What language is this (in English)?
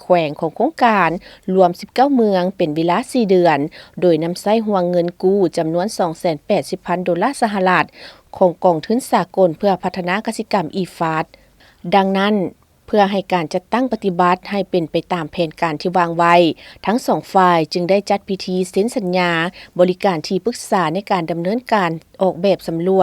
Lao